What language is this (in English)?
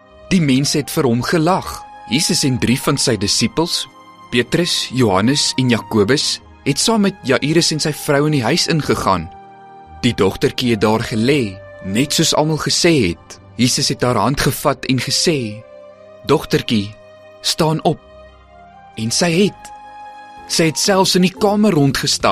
Afrikaans